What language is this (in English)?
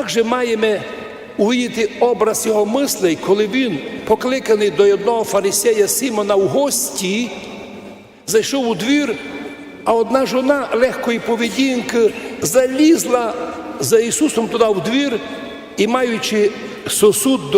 Rusyn